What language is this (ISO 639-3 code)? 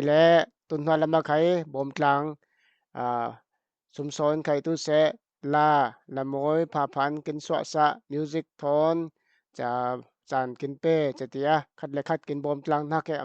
cfm